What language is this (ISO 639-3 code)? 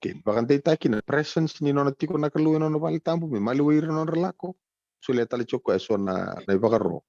fij